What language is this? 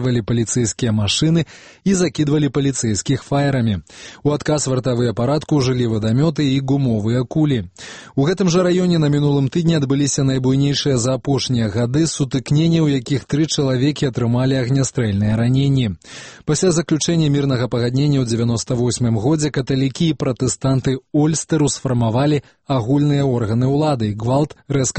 Belarusian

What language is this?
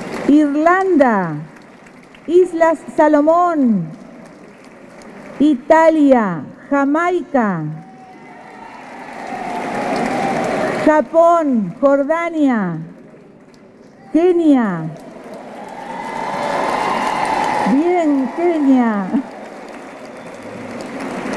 Spanish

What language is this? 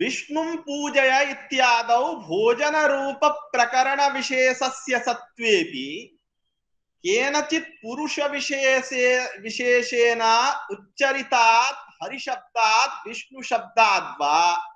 Sanskrit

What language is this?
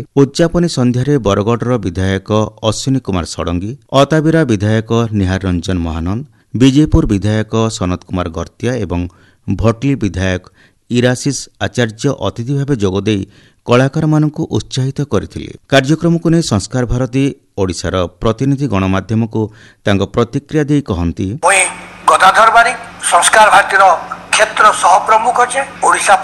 Odia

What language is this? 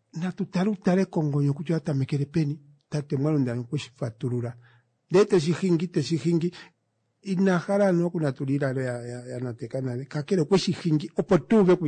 Kuanyama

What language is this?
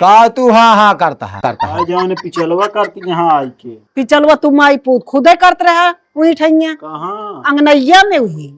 Awadhi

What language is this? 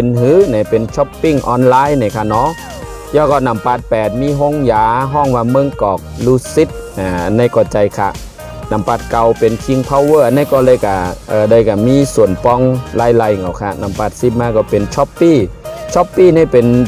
Shan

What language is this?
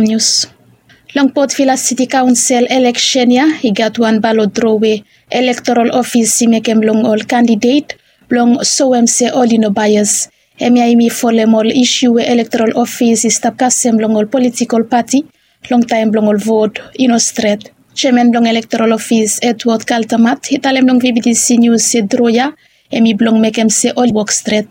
Bislama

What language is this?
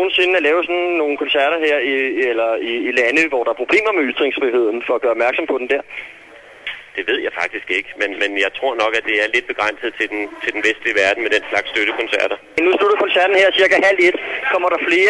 Danish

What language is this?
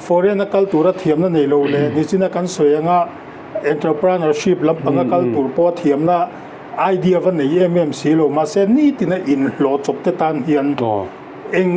Mizo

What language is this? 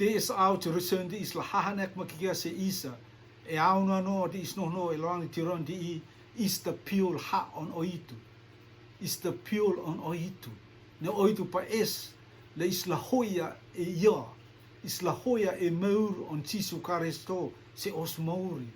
Rotuman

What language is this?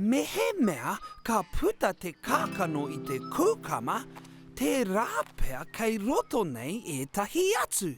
Māori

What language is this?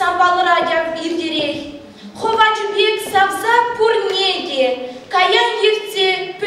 Chuvash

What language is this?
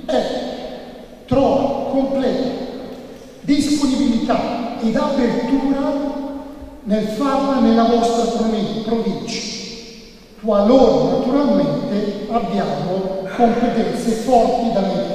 Italian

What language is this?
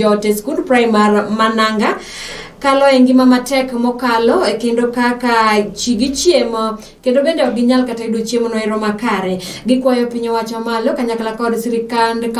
Luo (Kenya and Tanzania)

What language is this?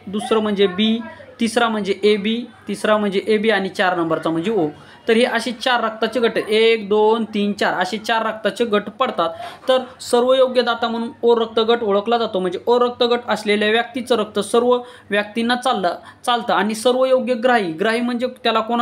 Marathi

